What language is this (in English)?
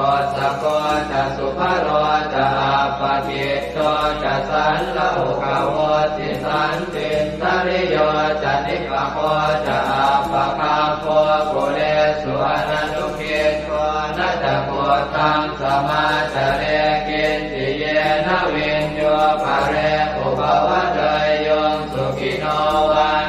Pali